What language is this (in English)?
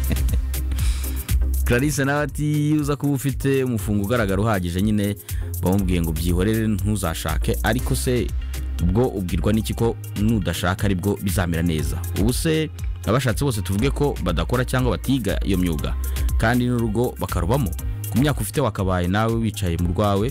Kinyarwanda